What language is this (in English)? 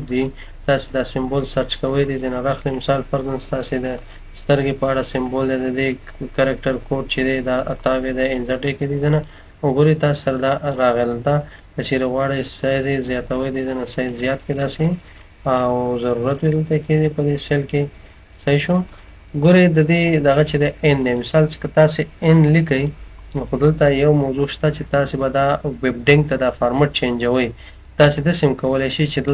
Pashto